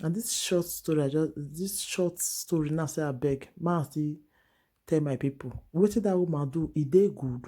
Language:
Nigerian Pidgin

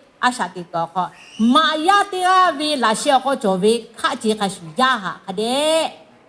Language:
Lahu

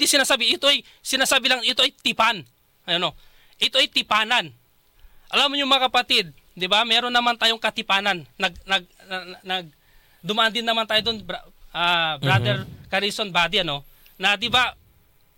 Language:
Filipino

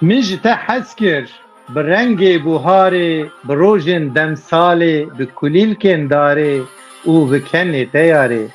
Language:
Kurdish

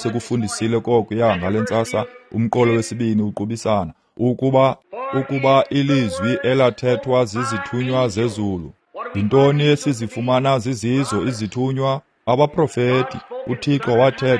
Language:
Xhosa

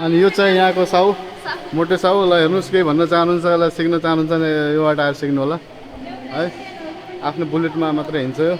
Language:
Nepali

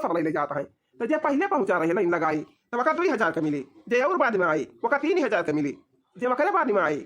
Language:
Awadhi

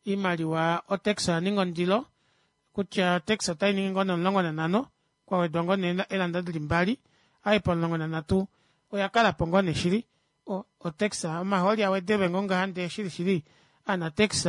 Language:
Kuanyama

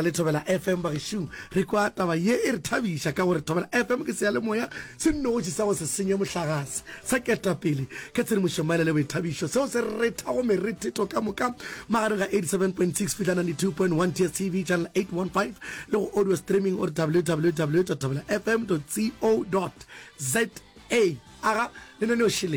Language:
Northern Sotho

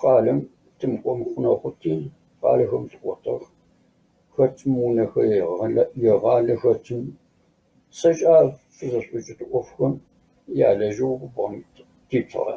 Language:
Kabardian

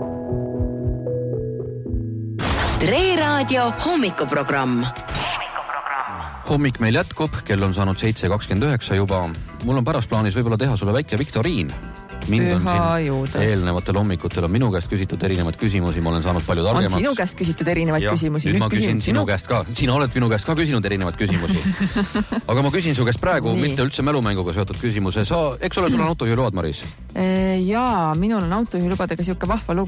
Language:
Estonian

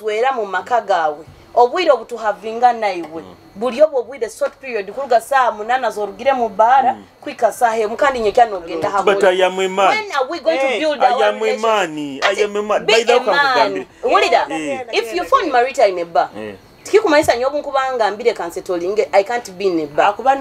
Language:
Nyoro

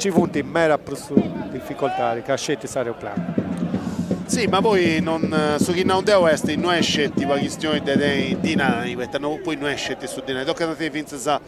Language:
Sardinian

